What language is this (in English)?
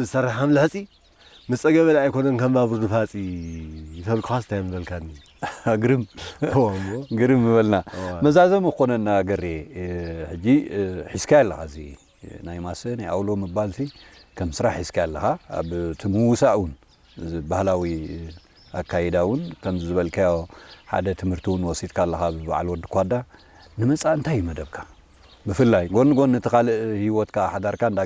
Tigrinya